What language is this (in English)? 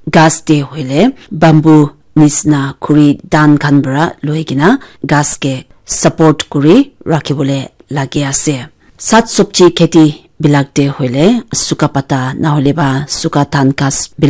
Naga Pidgin